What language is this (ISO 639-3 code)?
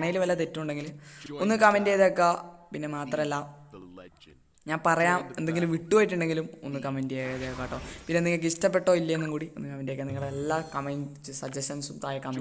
mal